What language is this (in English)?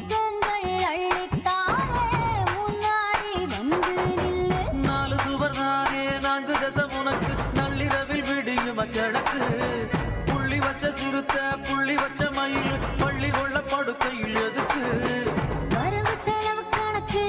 Tamil